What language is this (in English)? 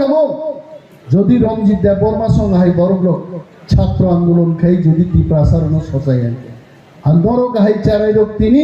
Kok Borok